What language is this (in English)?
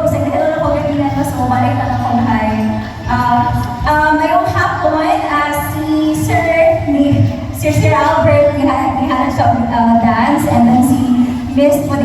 Cebuano